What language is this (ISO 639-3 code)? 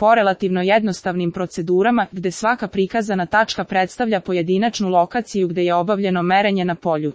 srp